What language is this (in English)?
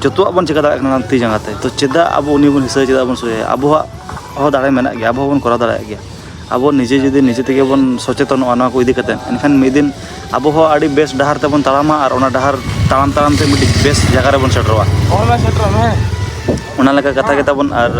Santali